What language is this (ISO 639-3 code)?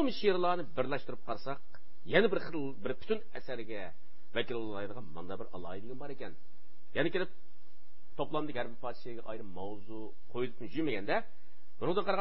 uig